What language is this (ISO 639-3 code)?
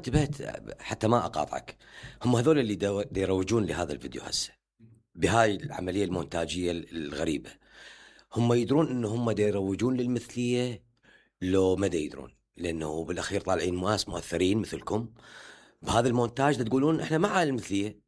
acm